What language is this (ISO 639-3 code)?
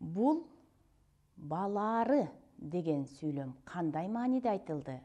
kir